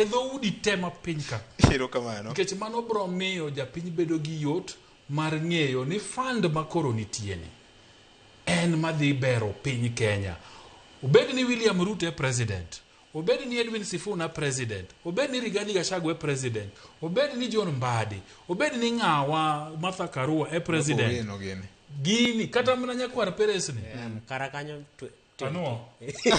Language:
Luo (Kenya and Tanzania)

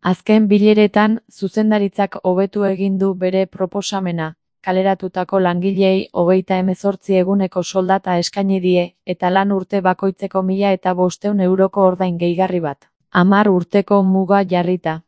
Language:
Basque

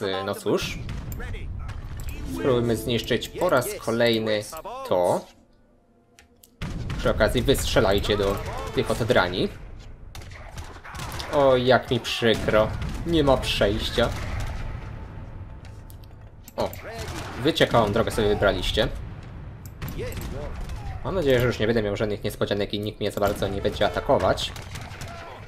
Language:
Polish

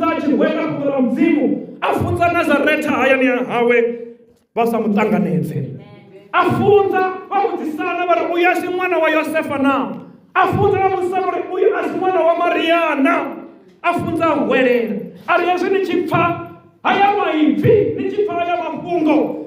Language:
Venda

